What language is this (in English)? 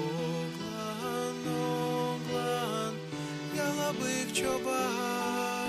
Gagauz